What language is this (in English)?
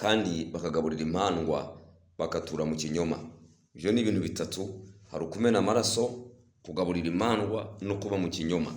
Kinyarwanda